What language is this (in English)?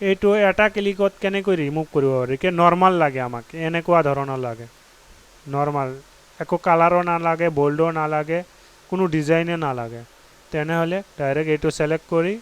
Assamese